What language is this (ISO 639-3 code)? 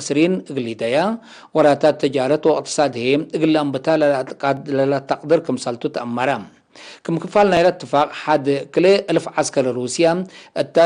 tig